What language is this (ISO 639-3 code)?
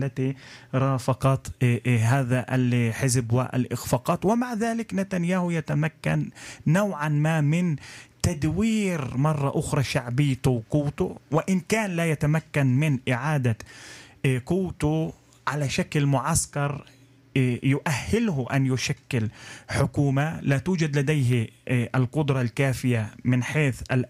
ara